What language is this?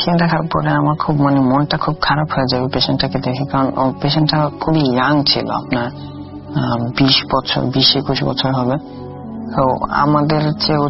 Bangla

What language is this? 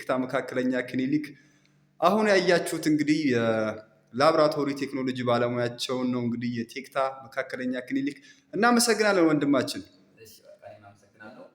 Amharic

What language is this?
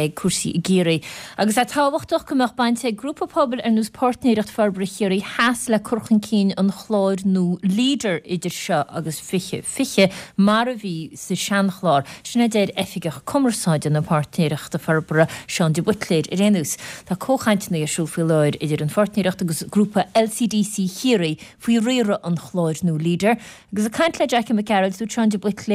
Irish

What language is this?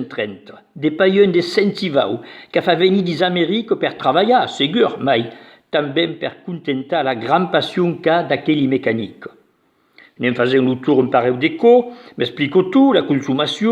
Occitan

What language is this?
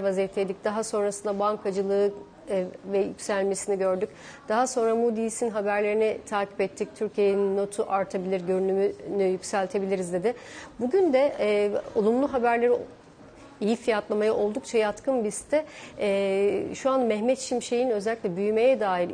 Turkish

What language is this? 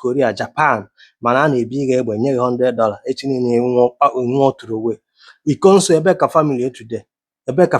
Igbo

